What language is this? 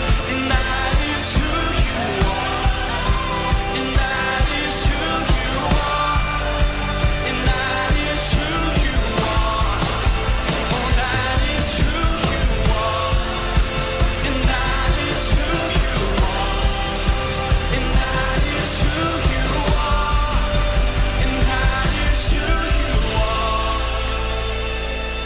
English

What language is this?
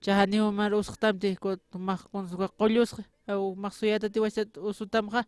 Aymara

